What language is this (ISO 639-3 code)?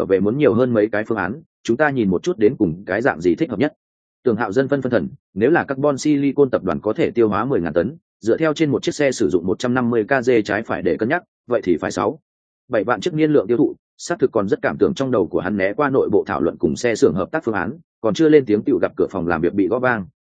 vie